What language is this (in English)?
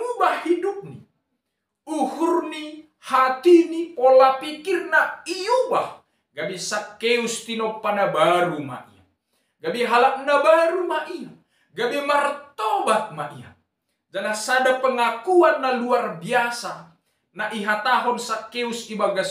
Batak Simalungun